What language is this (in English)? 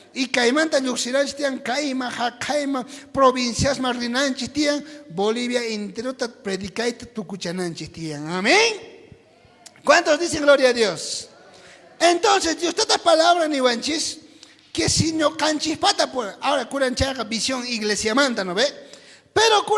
South Bolivian Quechua